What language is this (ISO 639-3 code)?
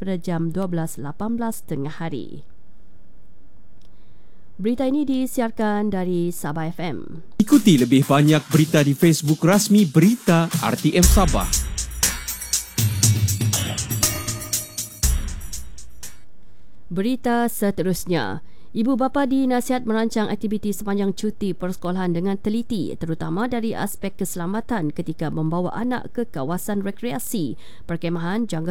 msa